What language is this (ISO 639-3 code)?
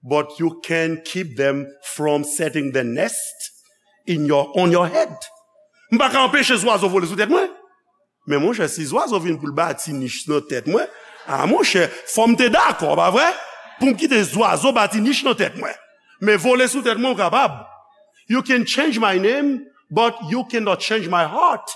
hat